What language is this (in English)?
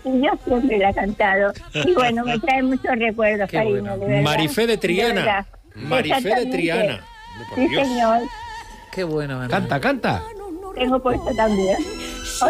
Spanish